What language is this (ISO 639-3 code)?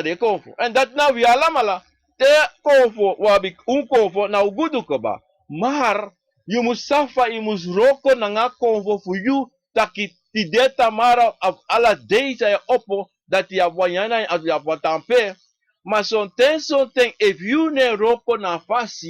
srn